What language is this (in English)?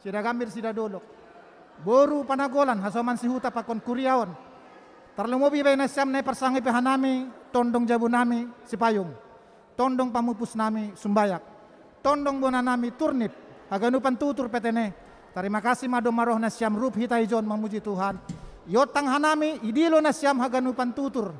Batak Simalungun